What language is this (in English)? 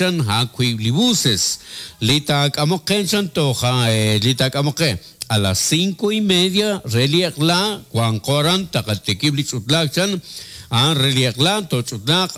Kekchí